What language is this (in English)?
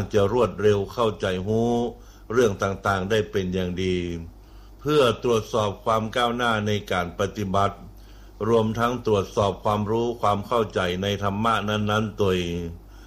Thai